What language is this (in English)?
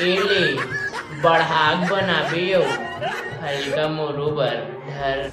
Chhattisgarhi